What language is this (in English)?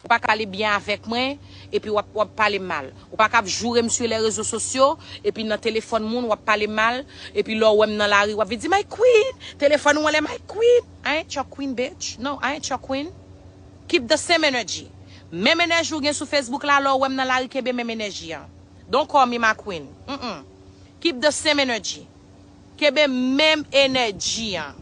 Haitian Creole